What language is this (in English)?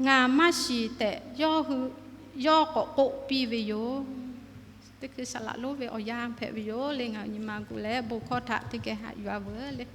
Lahu